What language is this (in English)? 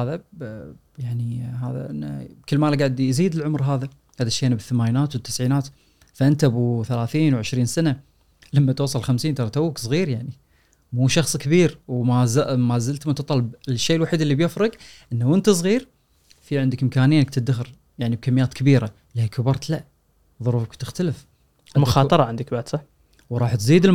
Gulf Arabic